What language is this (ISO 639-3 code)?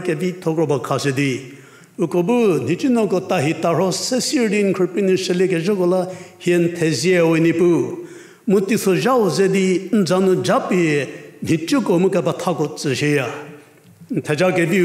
njm